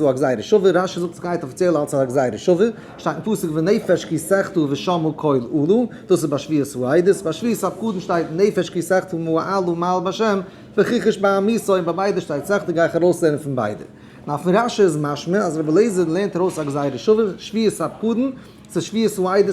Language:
Yiddish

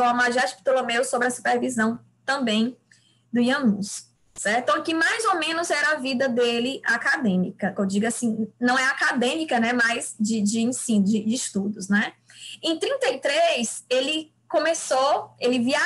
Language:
Portuguese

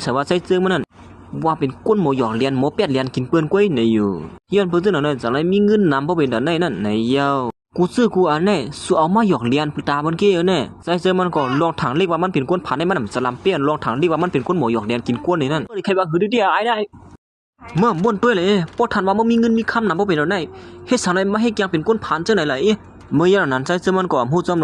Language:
Shan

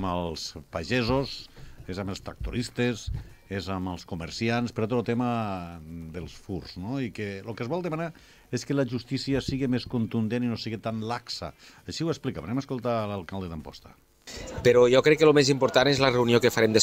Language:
Catalan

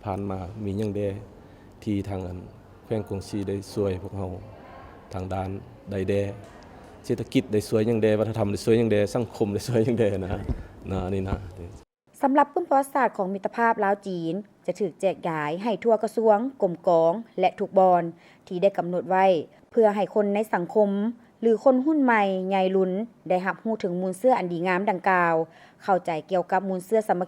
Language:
Lao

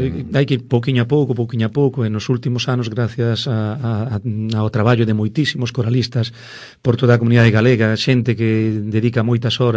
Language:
Galician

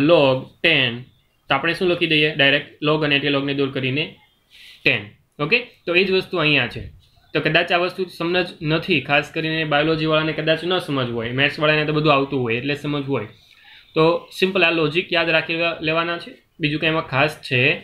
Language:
Gujarati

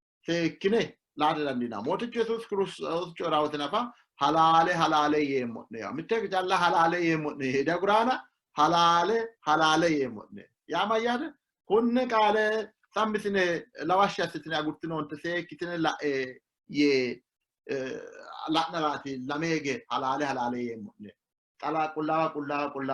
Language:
Sidamo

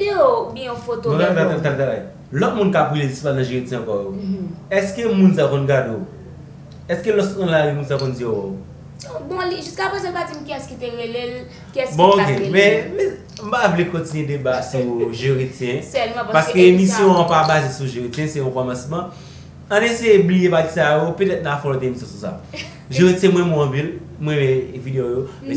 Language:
Haitian Creole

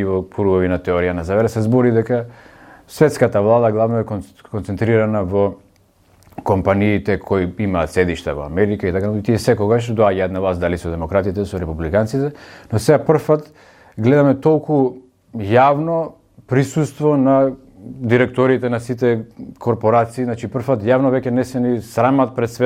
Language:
Macedonian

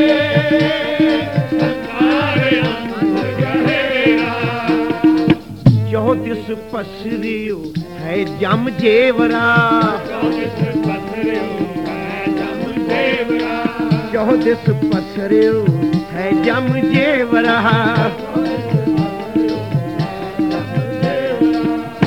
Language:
Punjabi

